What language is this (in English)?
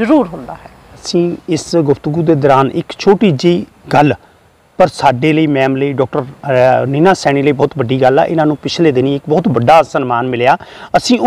Punjabi